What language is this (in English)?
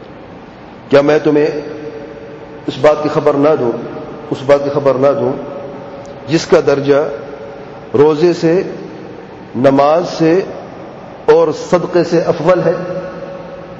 Urdu